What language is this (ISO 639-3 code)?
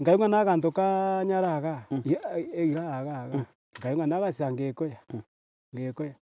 guz